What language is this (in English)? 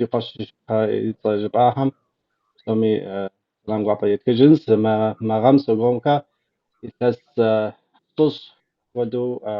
Kabardian